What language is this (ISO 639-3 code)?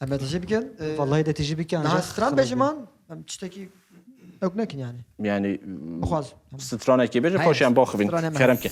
kur